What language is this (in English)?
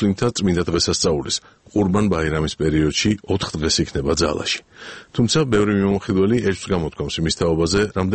Georgian